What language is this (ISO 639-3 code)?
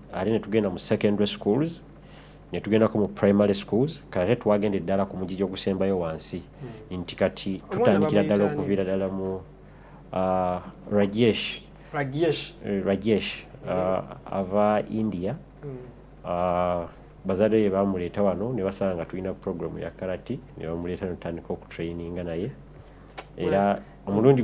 lug